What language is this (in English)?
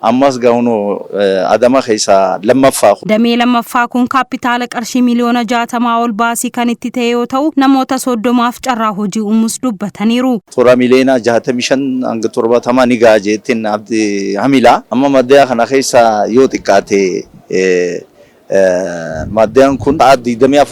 Oromo